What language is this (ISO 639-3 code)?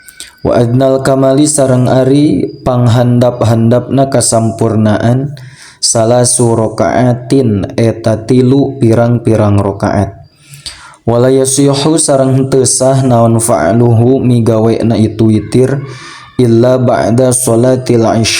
sun